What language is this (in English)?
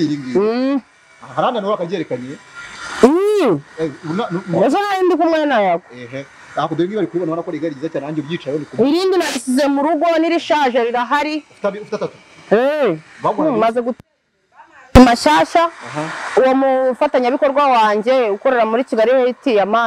Kinyarwanda